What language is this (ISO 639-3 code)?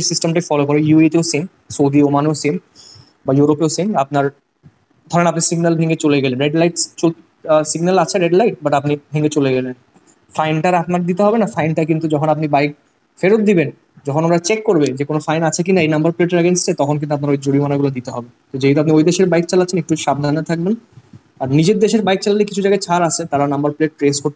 ben